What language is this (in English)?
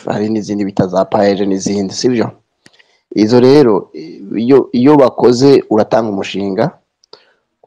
Rundi